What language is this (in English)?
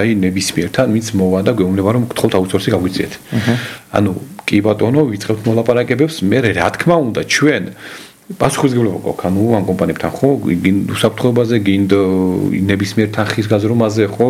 Georgian